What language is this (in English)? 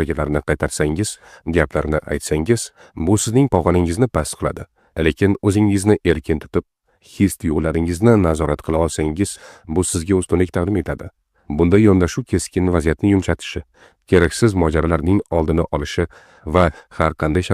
Uzbek